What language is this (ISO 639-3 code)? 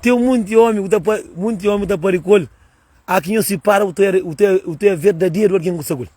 kea